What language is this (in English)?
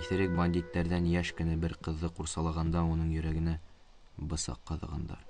Bashkir